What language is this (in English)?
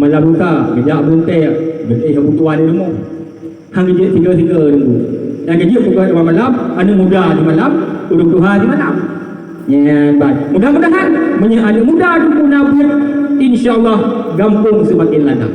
Achinese